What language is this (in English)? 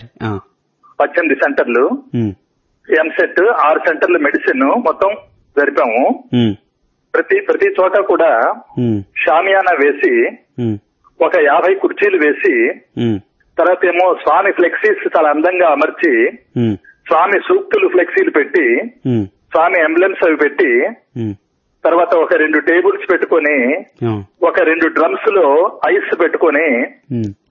Telugu